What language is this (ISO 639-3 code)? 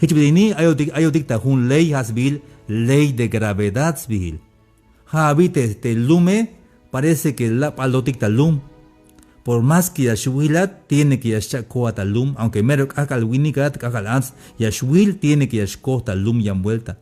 tzh